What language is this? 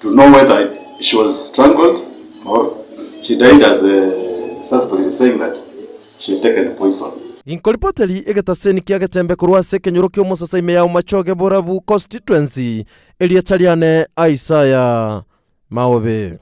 Gusii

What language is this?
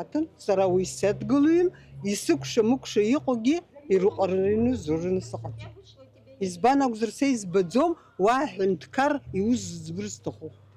Abkhazian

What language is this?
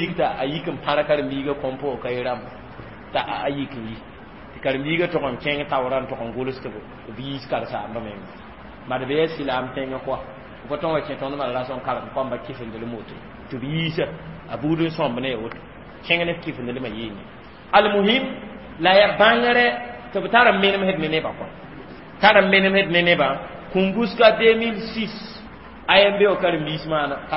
Mossi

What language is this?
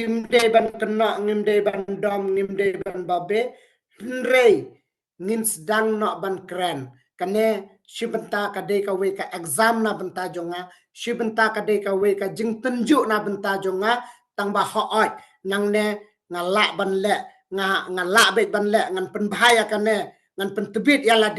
Khasi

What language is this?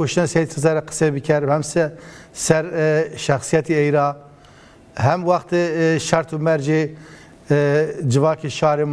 Zaza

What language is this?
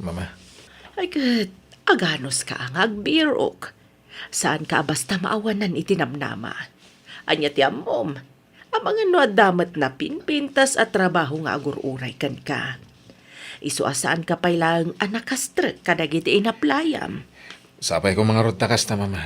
Iloko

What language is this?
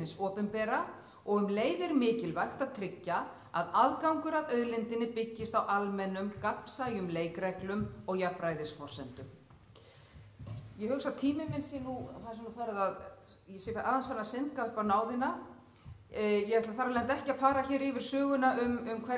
Icelandic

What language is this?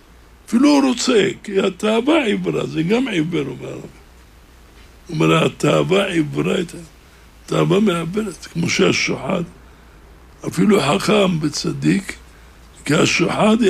Hebrew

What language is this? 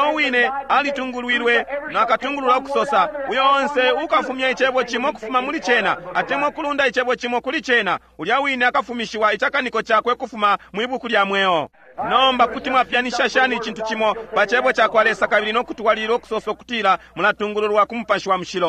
Bemba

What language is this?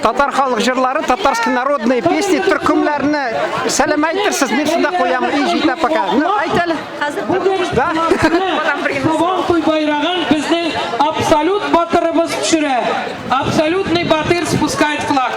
Tatar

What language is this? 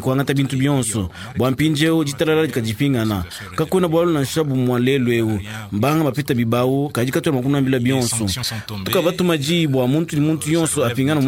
Luba-Lulua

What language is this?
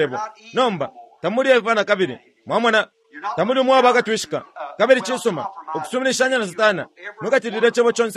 Bemba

